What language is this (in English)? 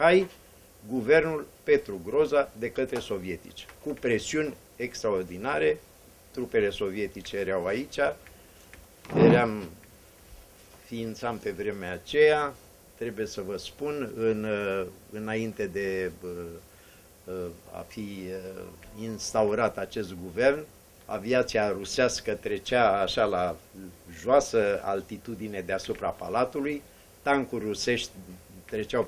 Romanian